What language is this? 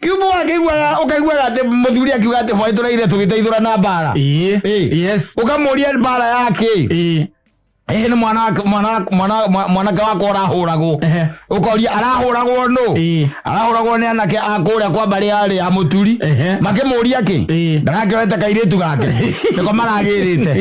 Kikuyu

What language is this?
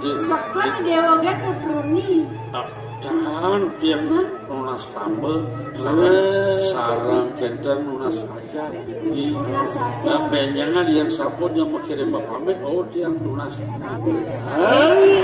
Balinese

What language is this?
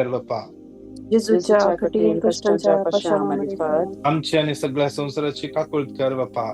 Konkani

